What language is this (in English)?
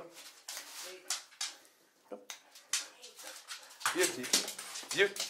Dutch